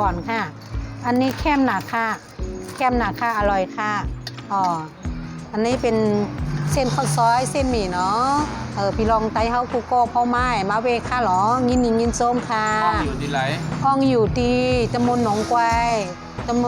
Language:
Shan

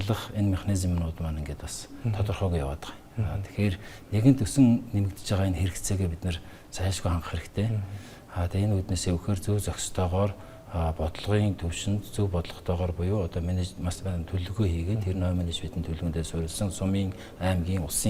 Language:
Mongolian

